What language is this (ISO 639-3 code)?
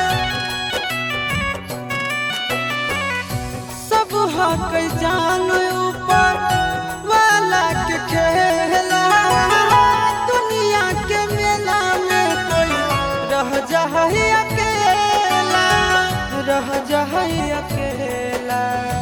bho